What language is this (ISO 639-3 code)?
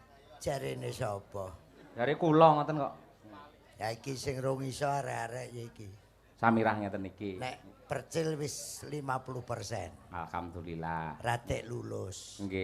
jav